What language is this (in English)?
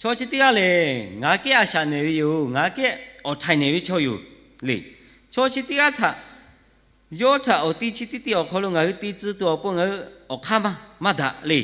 Lahu